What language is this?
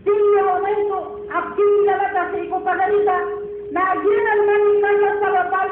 Maranao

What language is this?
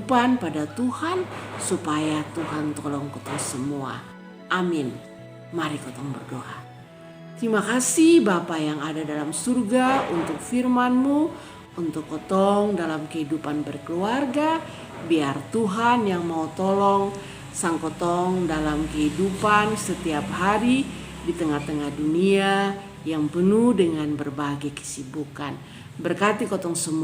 Kupang Malay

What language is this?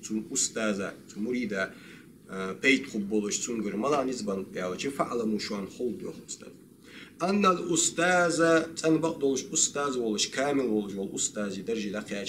Ingush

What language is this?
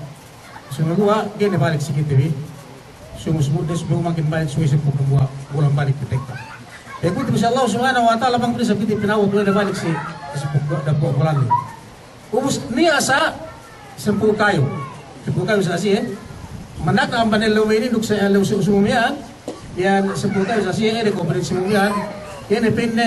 Yakan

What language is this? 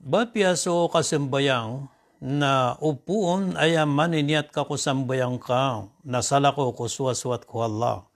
Maranao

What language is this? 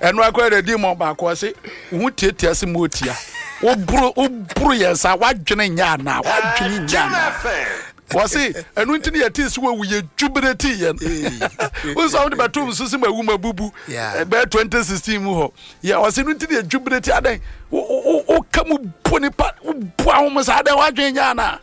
Akan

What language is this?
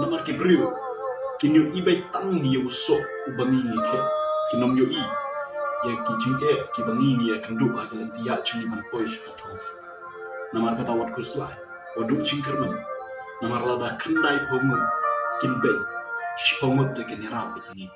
Khasi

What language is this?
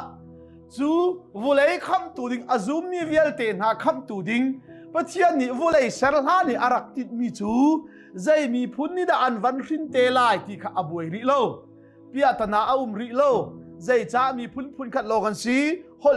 Hakha Chin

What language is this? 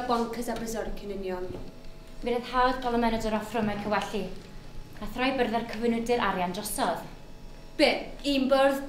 Welsh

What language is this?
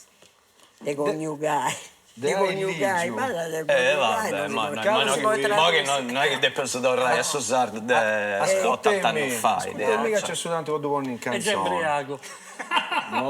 Sardinian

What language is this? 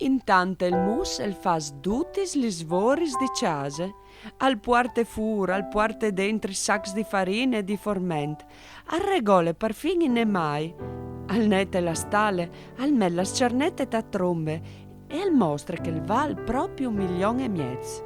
Friulian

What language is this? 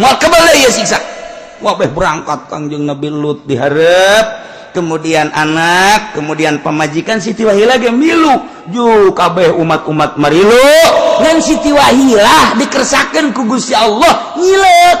Sundanese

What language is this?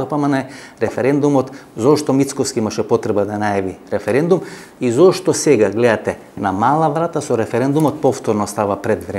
Macedonian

